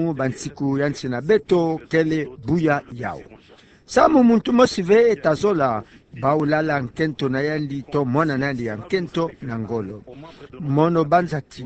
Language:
Kituba (Democratic Republic of Congo)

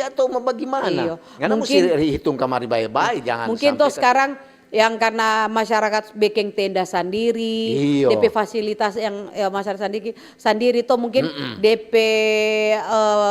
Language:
Manado Malay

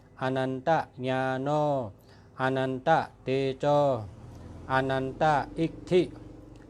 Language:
Shan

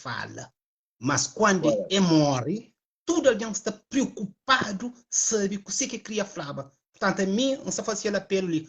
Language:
Kabuverdianu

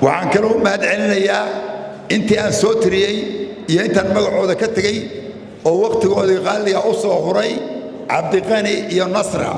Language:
Somali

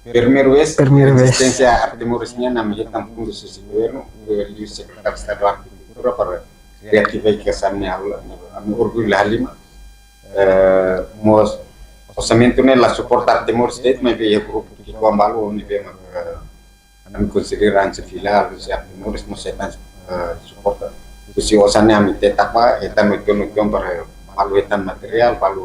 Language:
Tetum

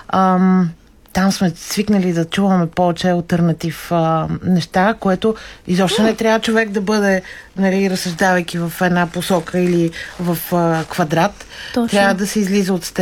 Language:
Bulgarian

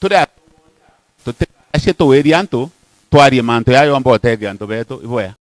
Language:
Meru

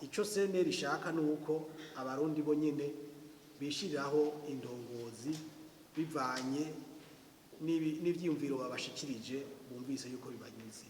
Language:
Rundi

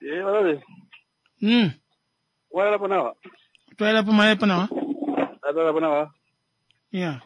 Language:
Kuanyama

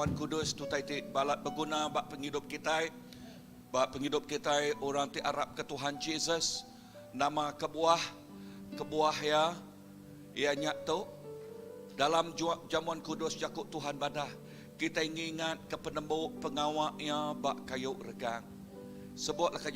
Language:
Iban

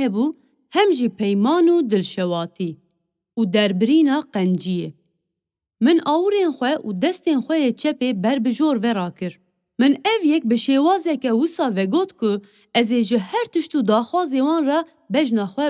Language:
Kurdish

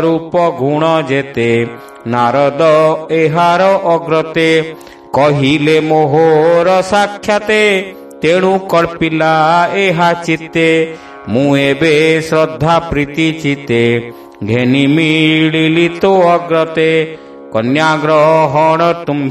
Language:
Odia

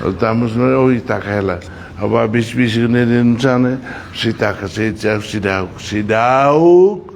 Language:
Tetum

